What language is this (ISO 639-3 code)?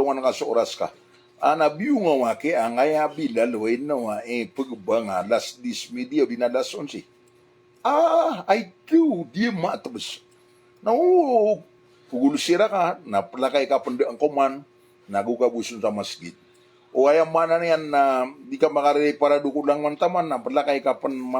mrw